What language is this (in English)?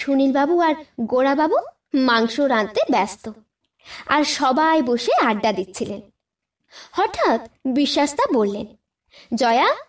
Bangla